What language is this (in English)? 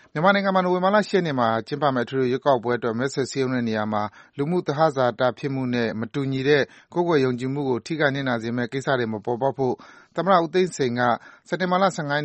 Burmese